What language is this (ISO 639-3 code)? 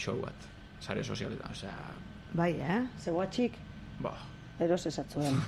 eus